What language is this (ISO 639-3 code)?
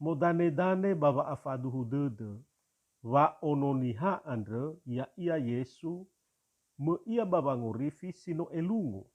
nia